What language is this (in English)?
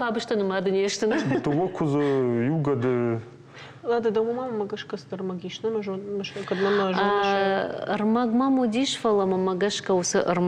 Ossetic